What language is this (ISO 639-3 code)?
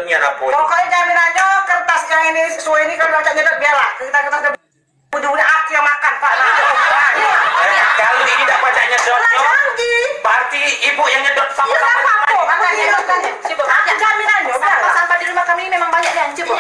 mui